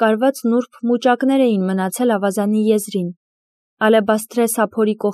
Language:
Armenian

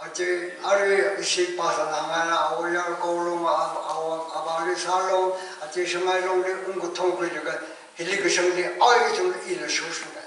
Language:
Tangkhul Naga (India)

